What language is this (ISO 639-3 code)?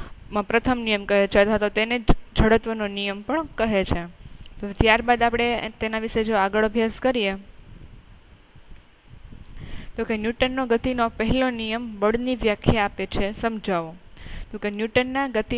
guj